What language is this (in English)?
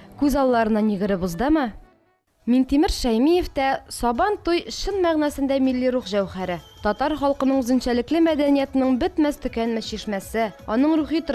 Tatar